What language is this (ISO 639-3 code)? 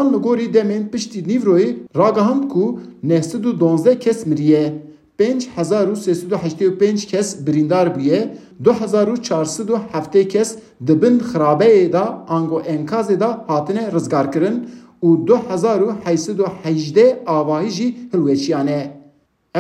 kur